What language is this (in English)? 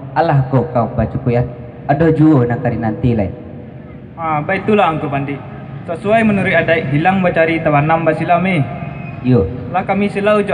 Minangkabau